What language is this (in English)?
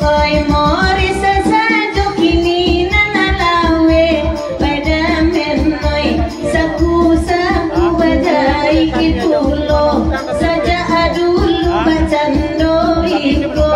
Minangkabau